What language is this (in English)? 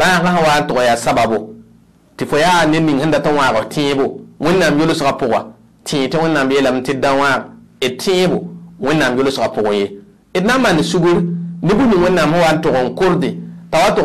Mossi